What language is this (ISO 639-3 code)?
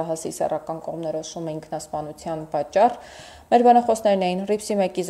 hye